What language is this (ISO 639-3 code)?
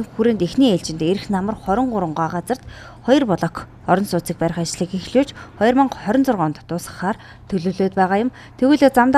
mon